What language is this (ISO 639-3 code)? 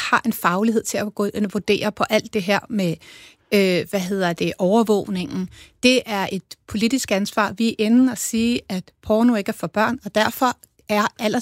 dan